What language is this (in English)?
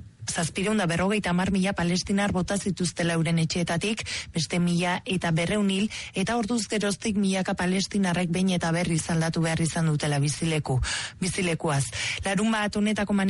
Basque